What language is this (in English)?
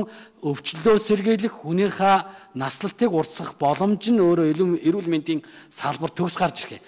Mongolian